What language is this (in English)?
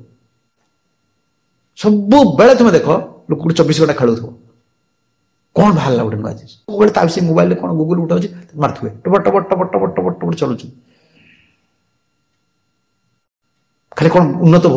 Odia